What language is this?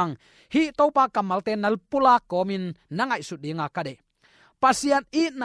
Tedim Chin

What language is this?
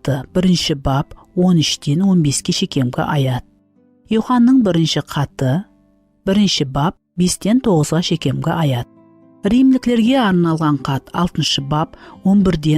Kara-Kalpak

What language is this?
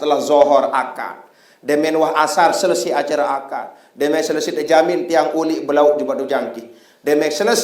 Sasak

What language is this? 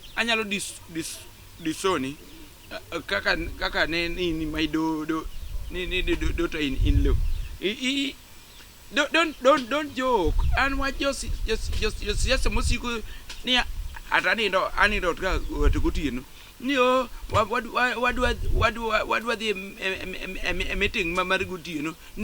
Luo (Kenya and Tanzania)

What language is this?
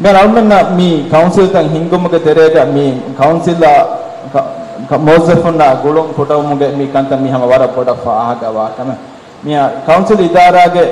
Divehi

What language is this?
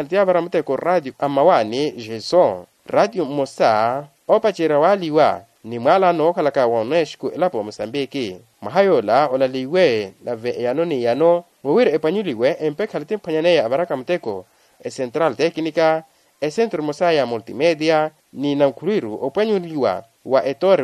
Makhuwa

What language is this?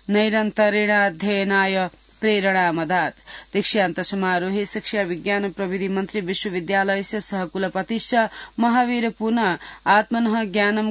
Sanskrit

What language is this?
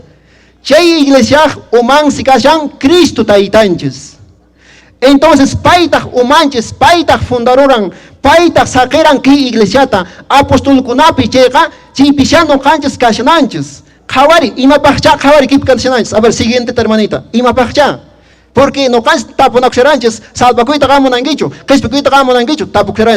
Quechua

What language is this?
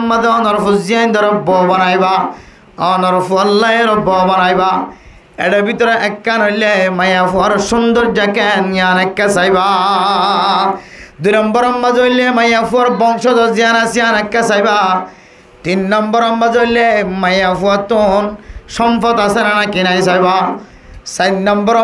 Rohingya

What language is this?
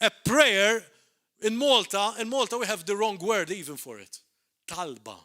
English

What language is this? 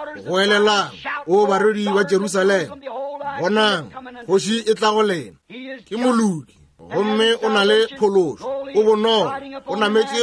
Northern Sotho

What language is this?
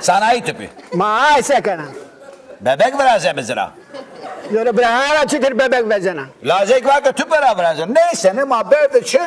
Zaza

